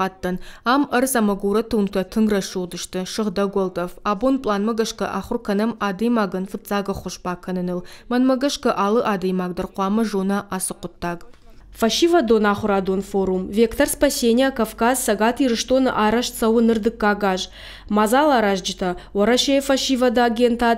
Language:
Ossetic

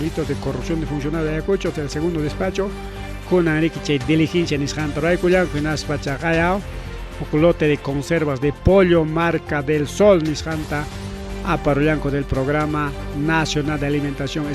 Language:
Ayacucho Quechua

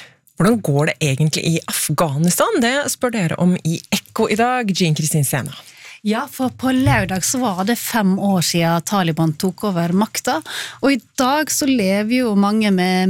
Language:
Norwegian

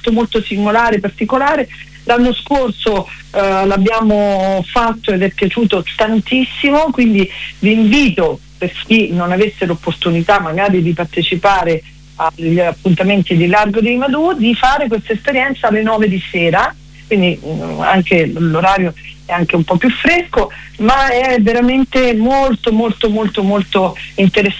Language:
Italian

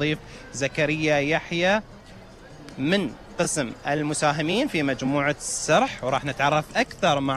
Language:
Gulf Arabic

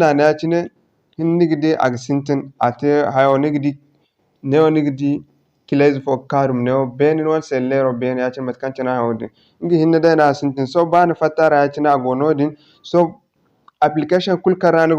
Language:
Zarma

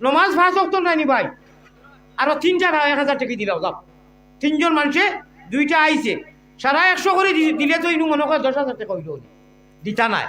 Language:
Sylheti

